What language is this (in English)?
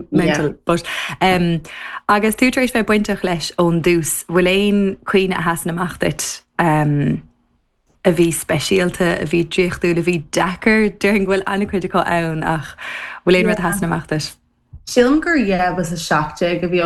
Irish